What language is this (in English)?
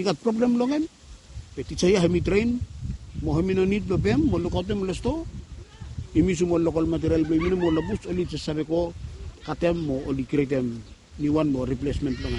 Bislama